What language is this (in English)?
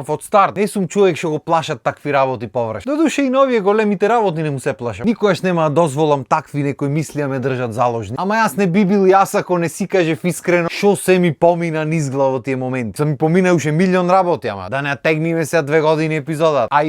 Macedonian